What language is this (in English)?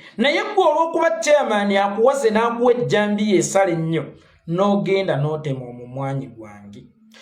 Ganda